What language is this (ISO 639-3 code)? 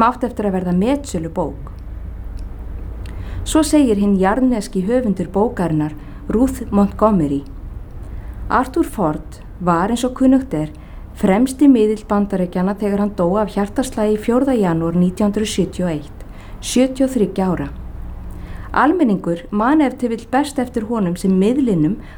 isl